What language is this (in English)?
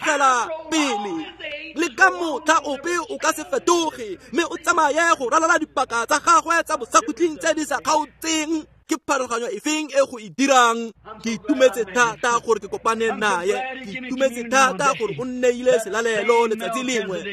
Tswana